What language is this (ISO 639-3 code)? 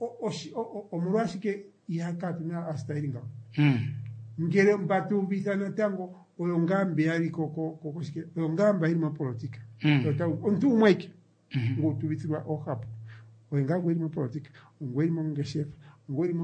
kua